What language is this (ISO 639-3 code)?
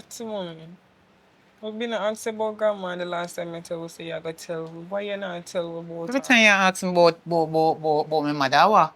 jam